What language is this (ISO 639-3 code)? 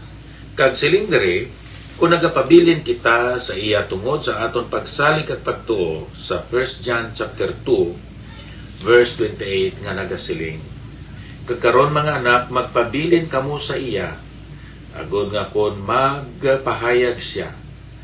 hil